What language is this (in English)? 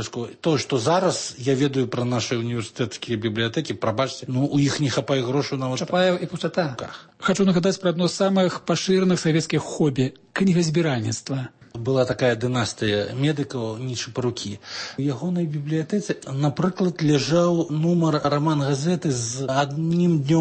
Belarusian